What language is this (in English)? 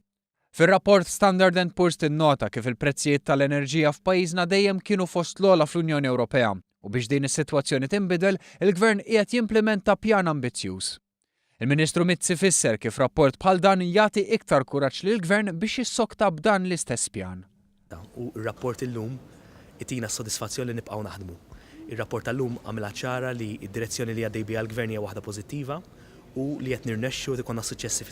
Maltese